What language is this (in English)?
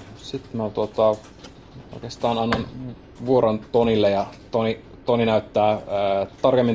Finnish